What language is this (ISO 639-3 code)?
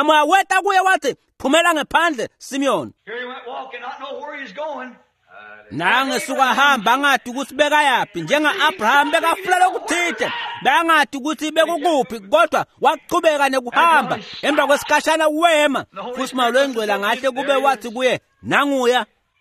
ssw